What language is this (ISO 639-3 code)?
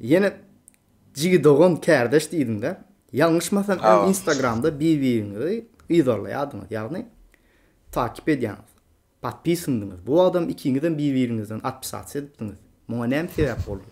tuk